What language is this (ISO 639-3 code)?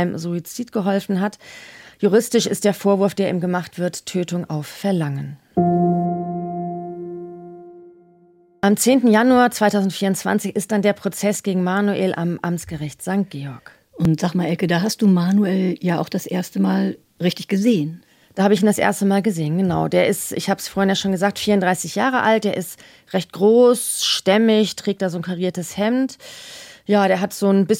deu